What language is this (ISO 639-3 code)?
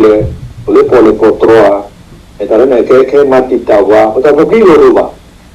ksw